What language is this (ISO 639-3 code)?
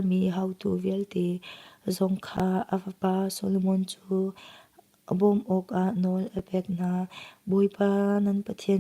cnh